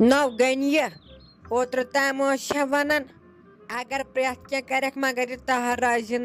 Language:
Kashmiri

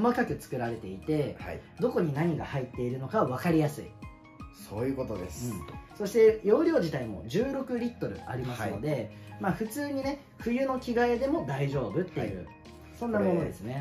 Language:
Japanese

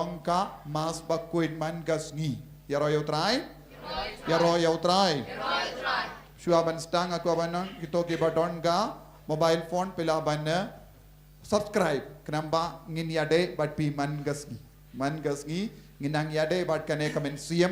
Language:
Khasi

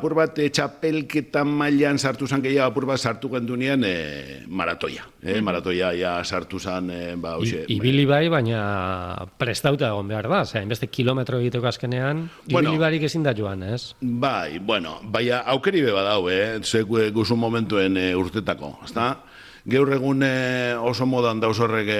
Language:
Basque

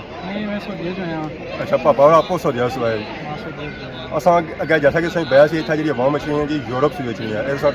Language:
Pahari-Potwari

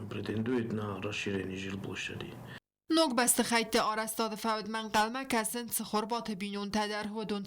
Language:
Ossetic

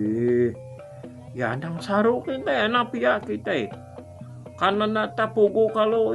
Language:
Iban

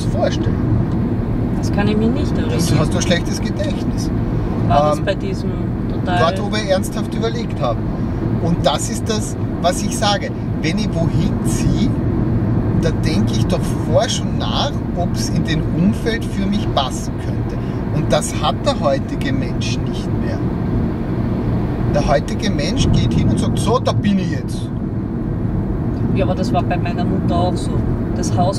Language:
German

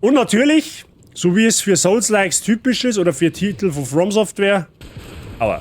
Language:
Bavarian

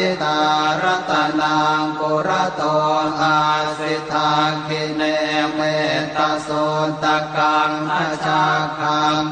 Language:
Pali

